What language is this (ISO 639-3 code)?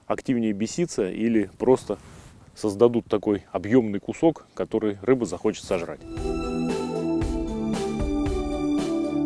rus